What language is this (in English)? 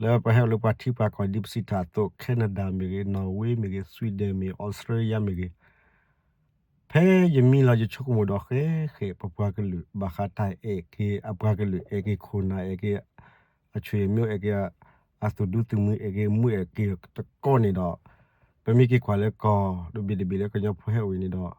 S'gaw Karen